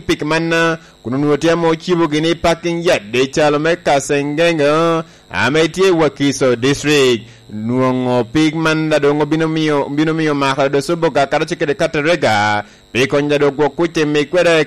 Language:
Lango (Uganda)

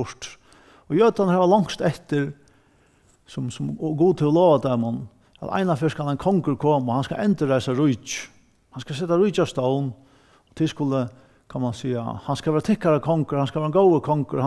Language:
Faroese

